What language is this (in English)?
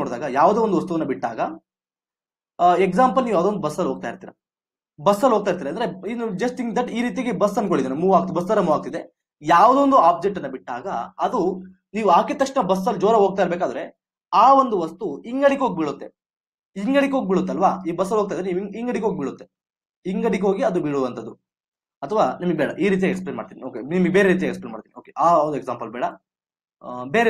Kannada